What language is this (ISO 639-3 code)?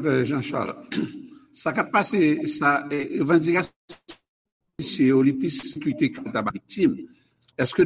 hat